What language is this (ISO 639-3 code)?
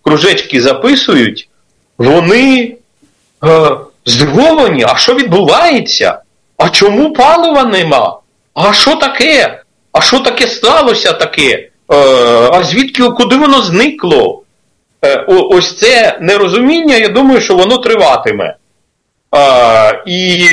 ukr